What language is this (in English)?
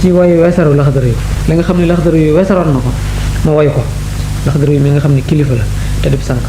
Wolof